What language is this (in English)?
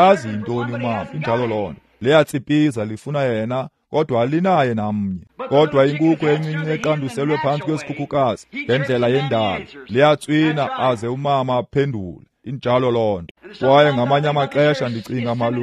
Xhosa